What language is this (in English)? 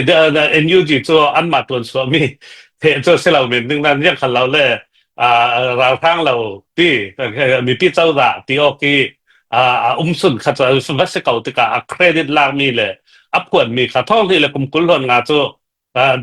Hakha Chin